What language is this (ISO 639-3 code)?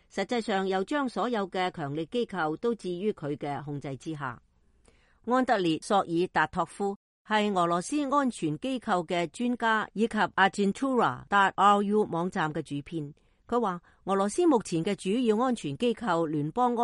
yue